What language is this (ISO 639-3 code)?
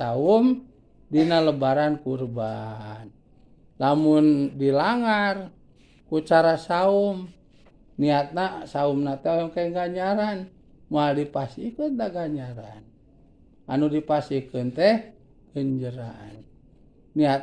sun